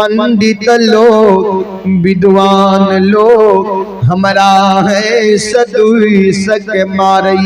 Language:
Maithili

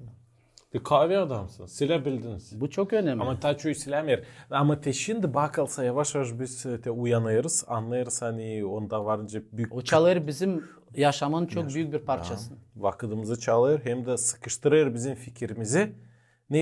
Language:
Gagauz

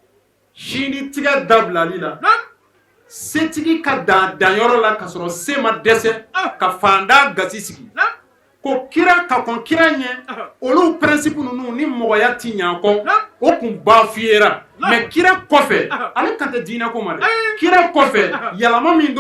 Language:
Bambara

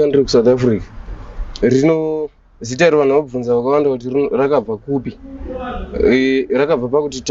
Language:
Shona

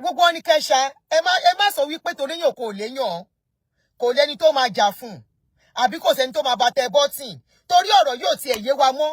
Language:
Yoruba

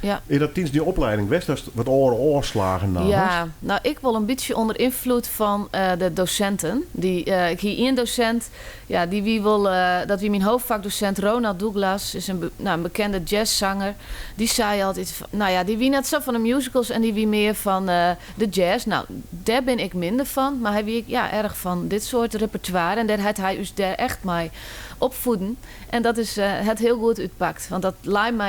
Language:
Western Frisian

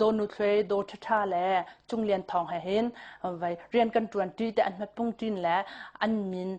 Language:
Hakha Chin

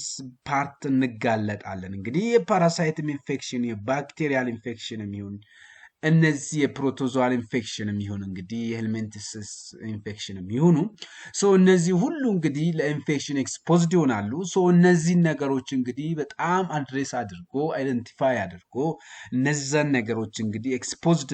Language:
Amharic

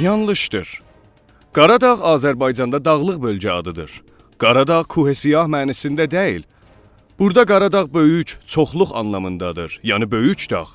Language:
South Azerbaijani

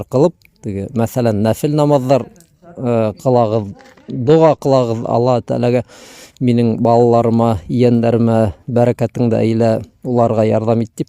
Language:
Bashkir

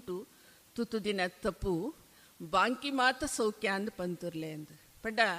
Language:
Tulu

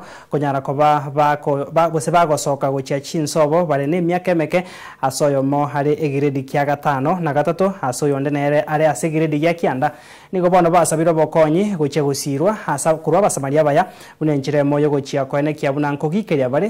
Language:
Gusii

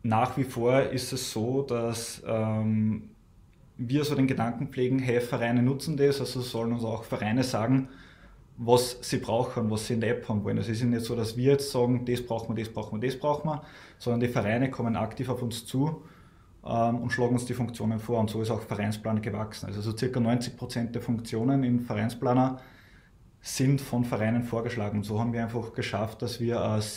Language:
German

